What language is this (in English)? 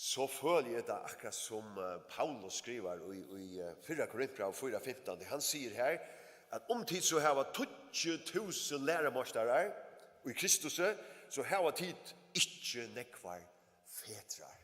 Faroese